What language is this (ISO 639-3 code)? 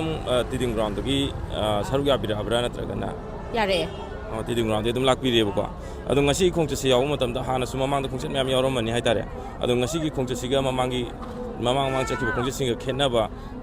mni